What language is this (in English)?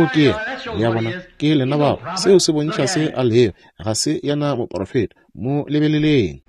Northern Sotho